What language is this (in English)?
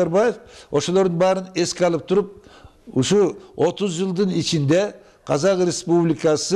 Kyrgyz